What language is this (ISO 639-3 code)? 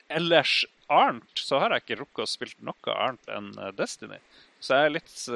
nor